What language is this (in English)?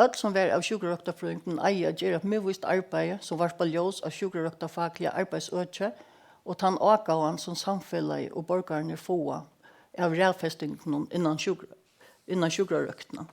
Faroese